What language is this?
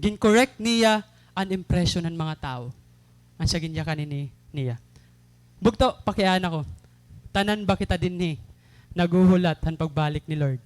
Waray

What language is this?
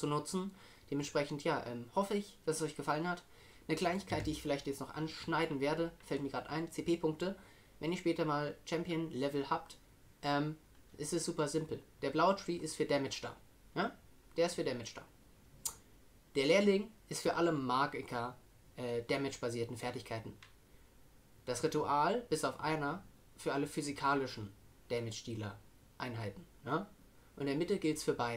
German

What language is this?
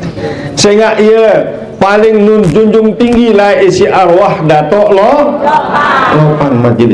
Sasak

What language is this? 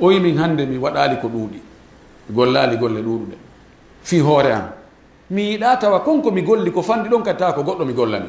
Fula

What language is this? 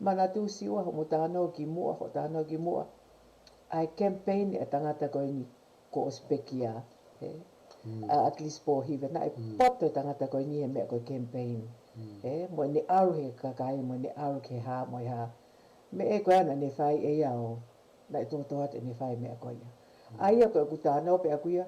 Tongan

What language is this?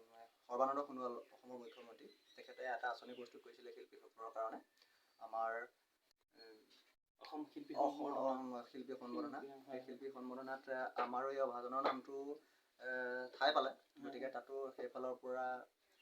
Assamese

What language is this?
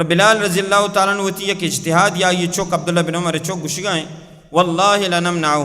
Baluchi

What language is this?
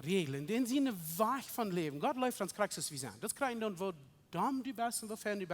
Plautdietsch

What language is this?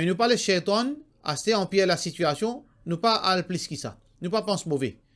Morisyen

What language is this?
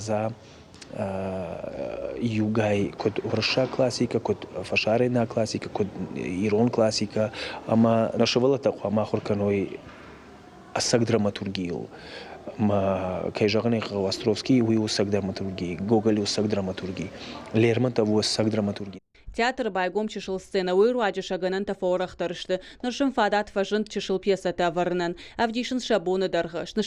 Ossetic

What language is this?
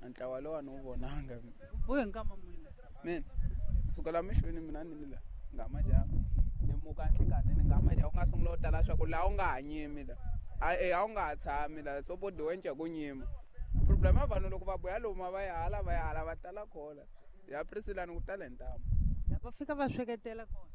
Tsonga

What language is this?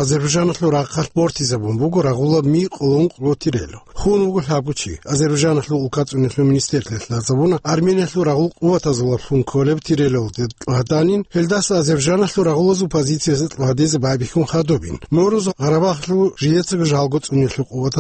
Avaric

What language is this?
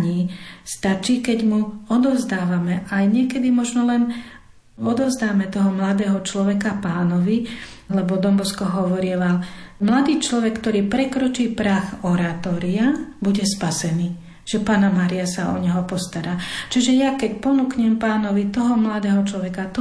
Slovak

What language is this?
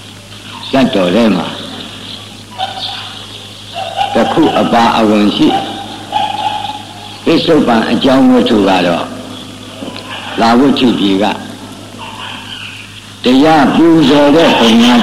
Burmese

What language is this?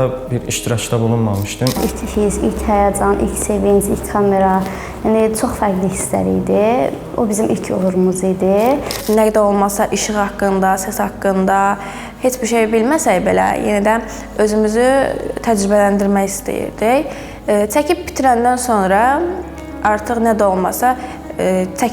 Azerbaijani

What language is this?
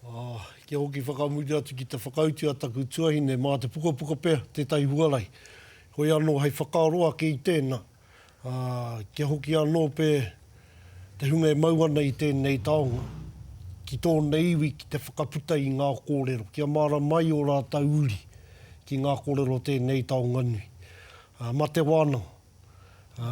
Māori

